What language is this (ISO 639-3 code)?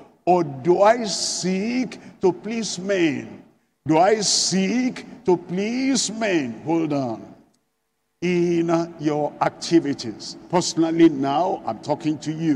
eng